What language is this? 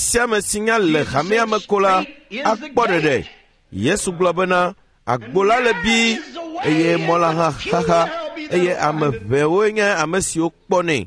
Ewe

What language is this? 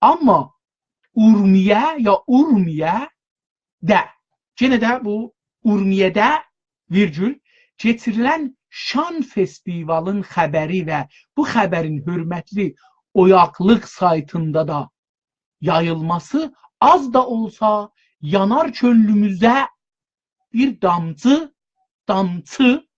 South Azerbaijani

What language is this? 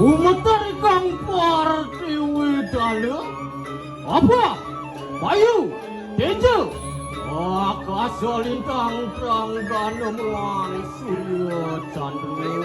Balinese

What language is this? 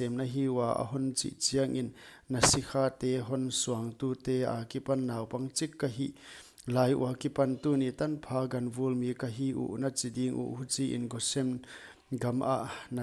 Paite Chin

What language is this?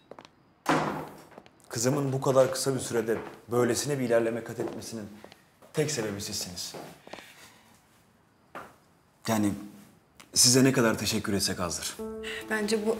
Turkish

